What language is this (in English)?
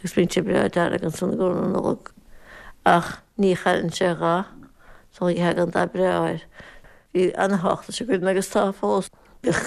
Irish